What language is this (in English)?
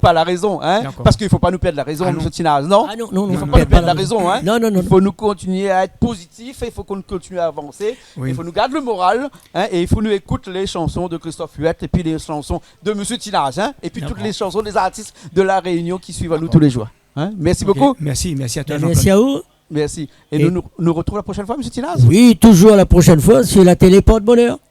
Réunion Creole French